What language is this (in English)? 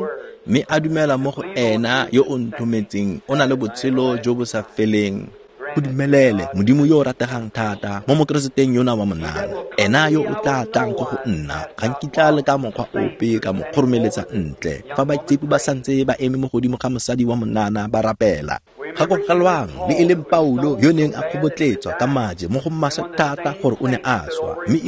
Tswana